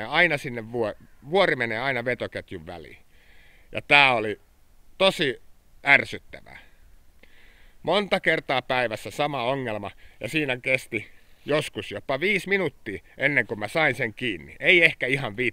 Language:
Finnish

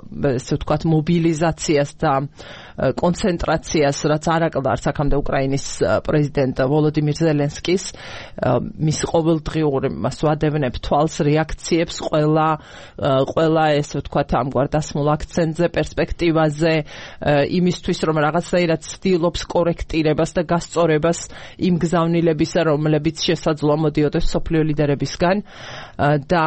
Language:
Georgian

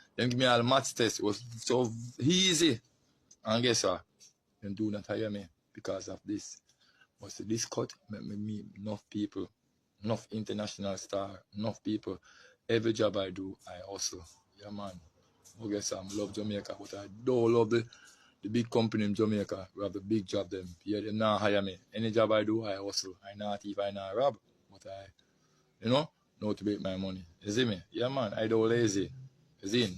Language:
Jamaican Creole English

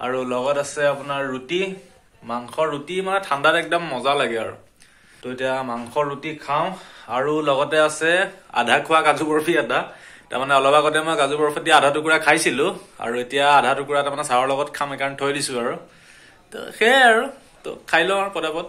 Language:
Assamese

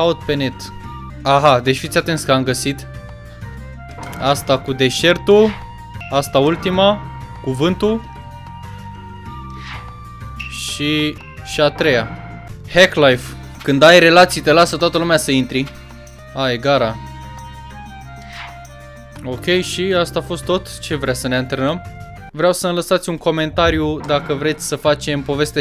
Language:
Romanian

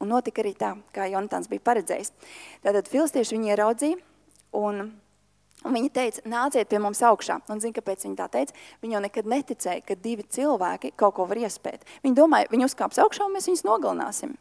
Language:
Latvian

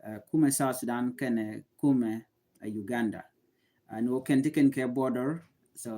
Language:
Nuer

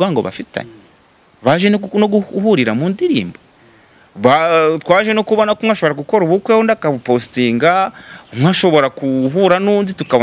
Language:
Kinyarwanda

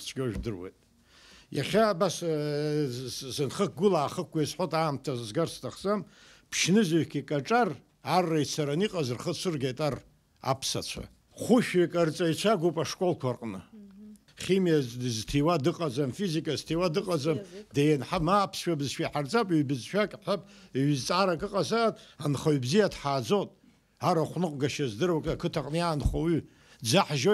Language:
Abkhazian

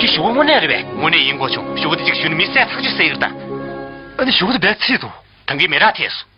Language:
Tibetan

